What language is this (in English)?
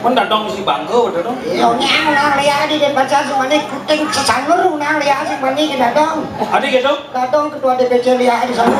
Balinese